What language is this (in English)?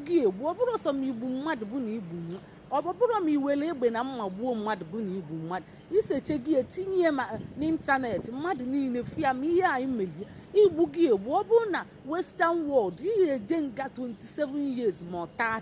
Igbo